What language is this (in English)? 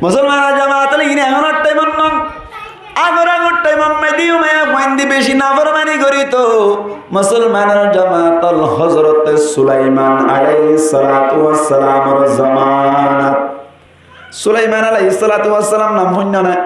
Rohingya